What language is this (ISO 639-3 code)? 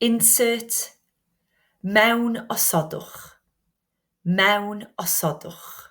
cym